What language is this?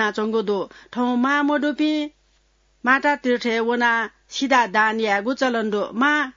Newari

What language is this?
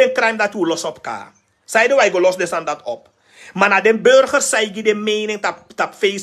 Sranan Tongo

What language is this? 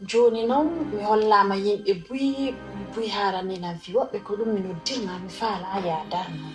Pular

